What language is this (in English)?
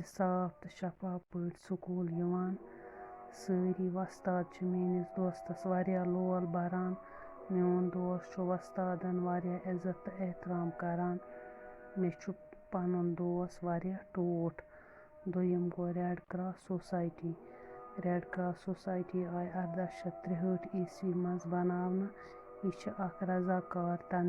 Kashmiri